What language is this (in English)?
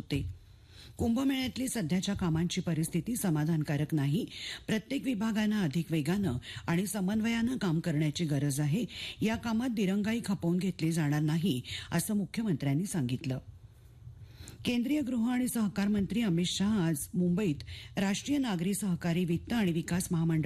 Marathi